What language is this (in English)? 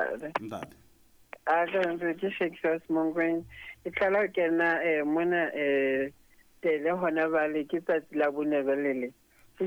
Southern Sotho